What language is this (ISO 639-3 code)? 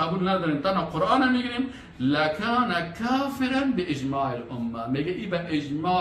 fas